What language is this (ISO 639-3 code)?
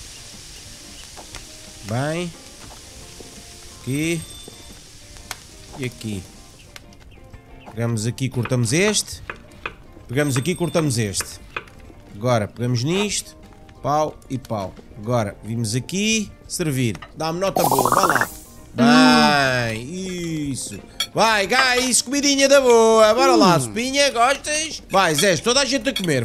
por